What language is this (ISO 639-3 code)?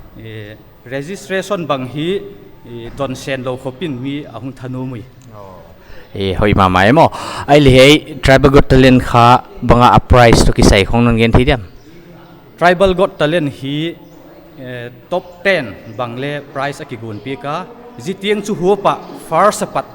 pck